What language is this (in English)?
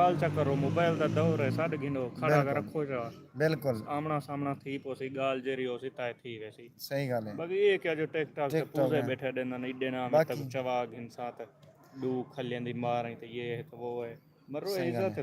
Saraiki